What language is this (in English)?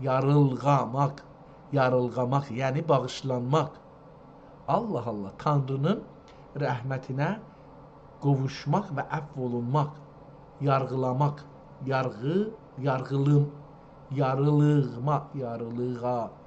South Azerbaijani